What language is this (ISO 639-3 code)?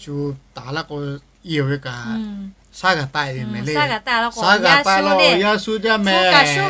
lhu